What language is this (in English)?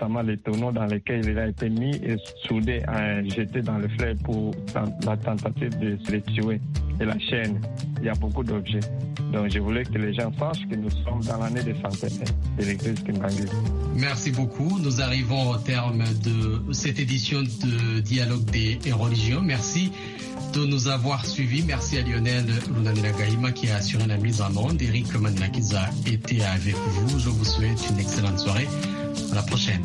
French